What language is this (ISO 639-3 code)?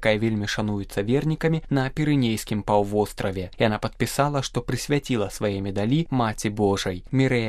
bel